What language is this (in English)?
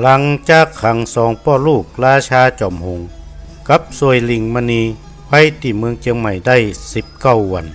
Northern Thai